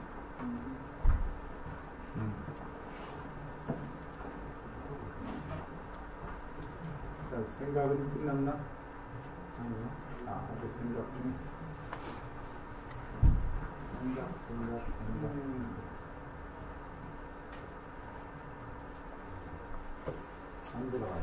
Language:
Korean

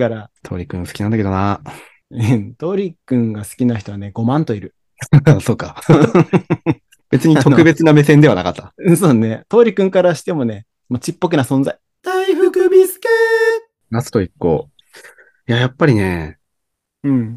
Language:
Japanese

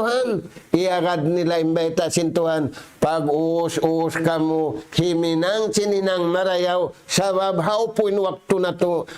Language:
Tausug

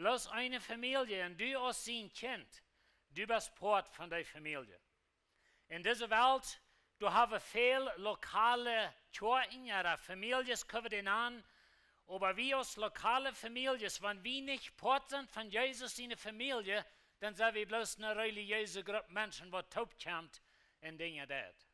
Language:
Plautdietsch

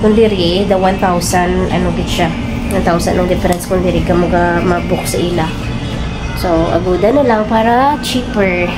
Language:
Hiligaynon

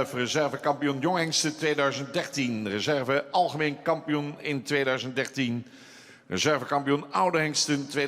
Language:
Western Frisian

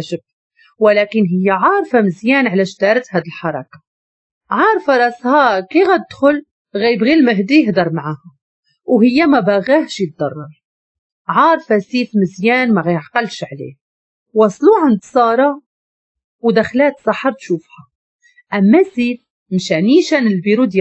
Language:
Moroccan Arabic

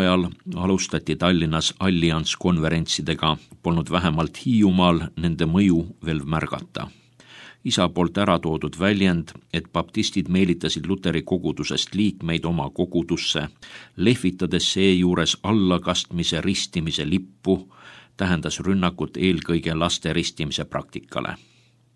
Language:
Estonian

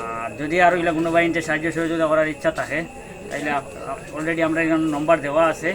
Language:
Sylheti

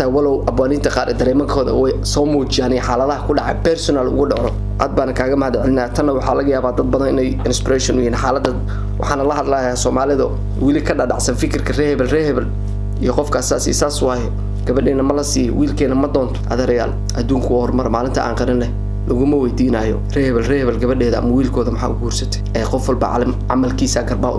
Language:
Somali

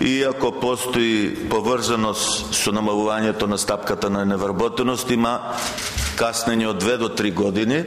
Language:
Macedonian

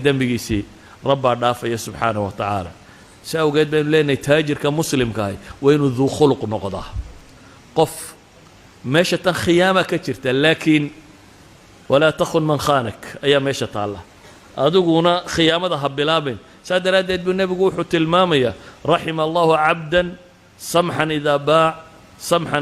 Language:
Somali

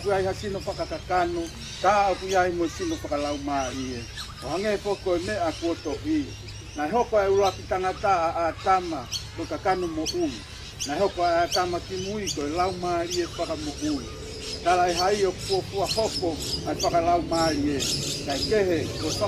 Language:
Tongan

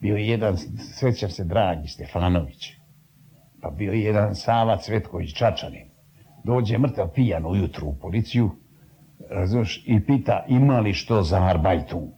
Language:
Serbian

